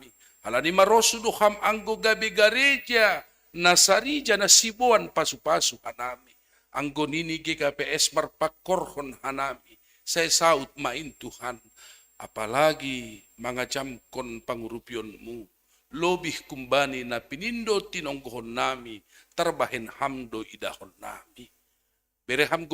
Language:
Batak Simalungun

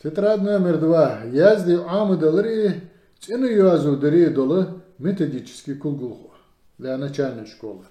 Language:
Ingush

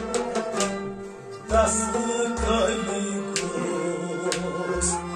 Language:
Kashmiri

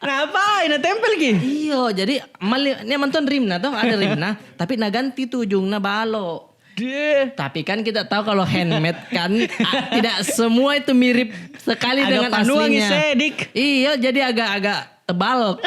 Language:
Makassar Malay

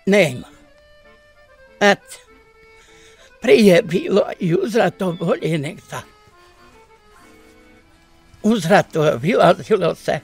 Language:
Bosnian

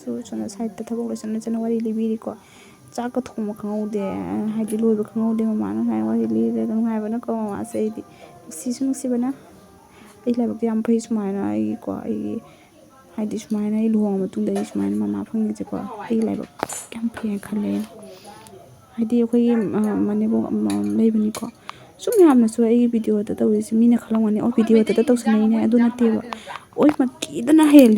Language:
Manipuri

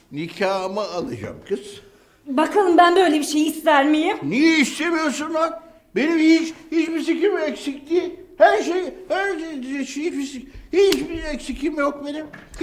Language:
Turkish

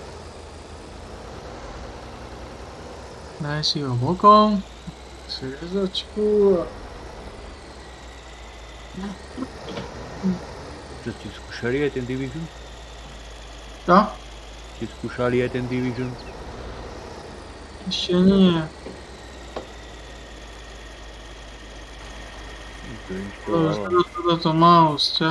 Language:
Slovak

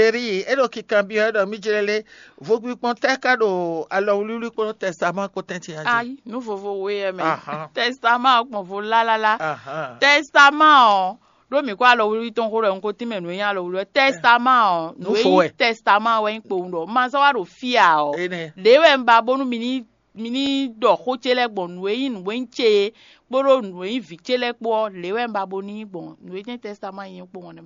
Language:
Fon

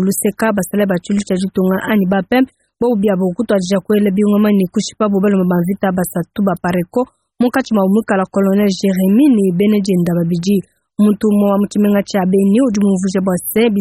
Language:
Luba-Lulua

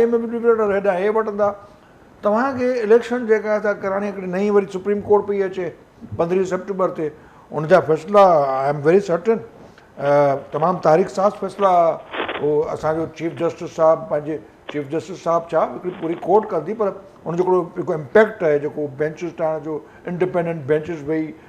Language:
Sindhi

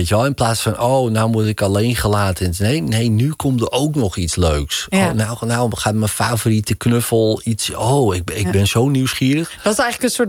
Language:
Dutch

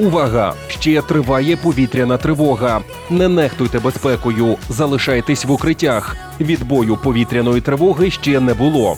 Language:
Ukrainian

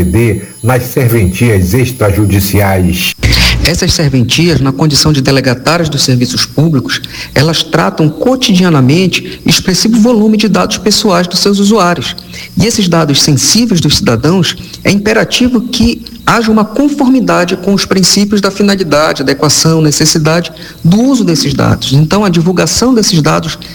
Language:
Portuguese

